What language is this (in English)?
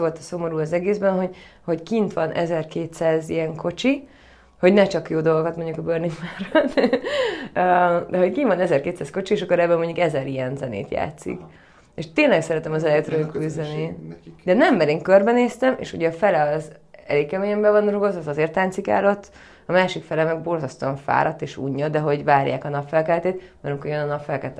Hungarian